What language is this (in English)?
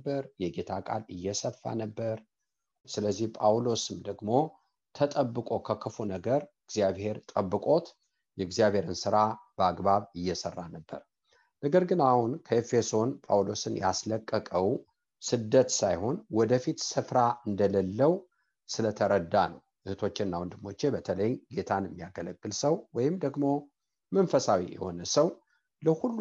Amharic